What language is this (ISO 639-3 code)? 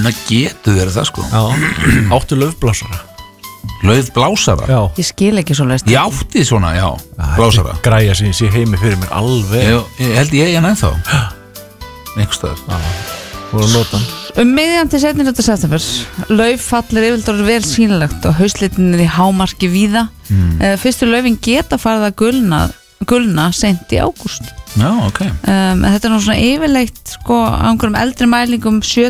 isl